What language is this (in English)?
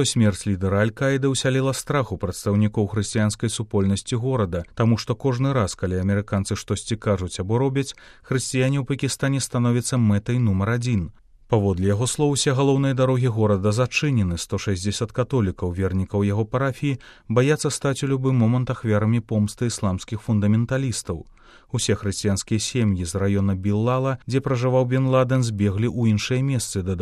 Belarusian